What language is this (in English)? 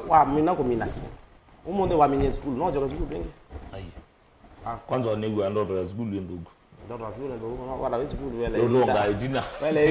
Kamba